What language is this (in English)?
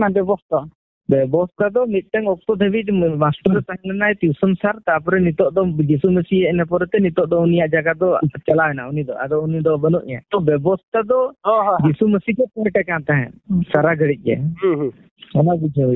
Santali